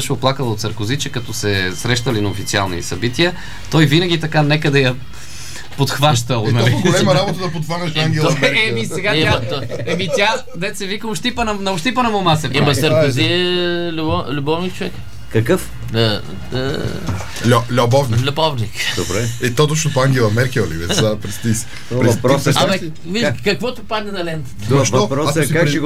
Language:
Bulgarian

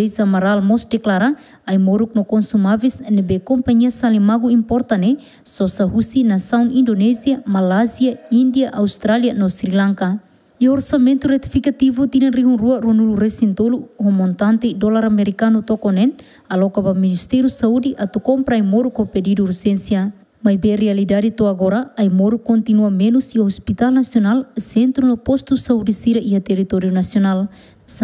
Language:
Tetum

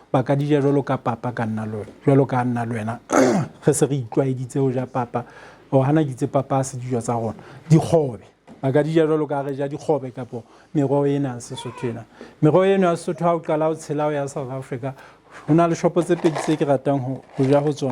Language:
Southern Sotho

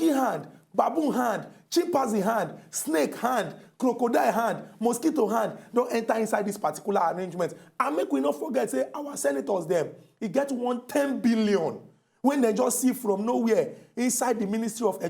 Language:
Nigerian Pidgin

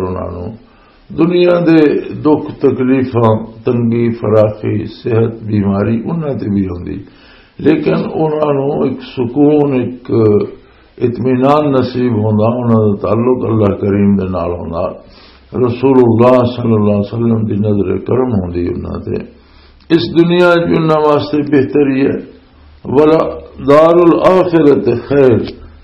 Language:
Western Panjabi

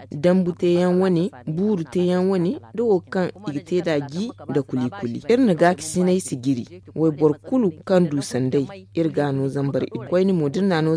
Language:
Zarma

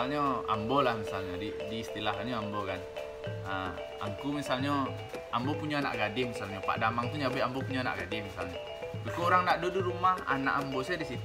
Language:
Minangkabau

